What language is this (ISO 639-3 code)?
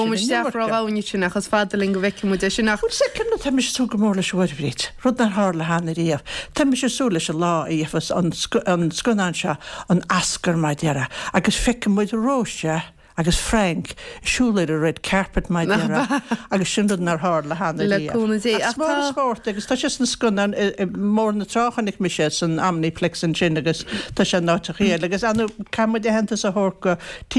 gle